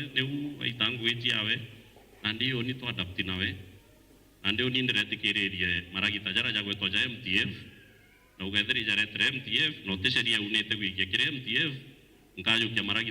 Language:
Meru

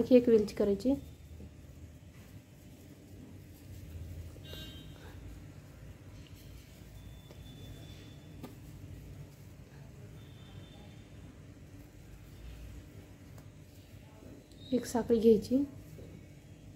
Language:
Marathi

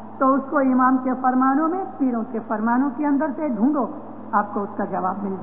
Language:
Urdu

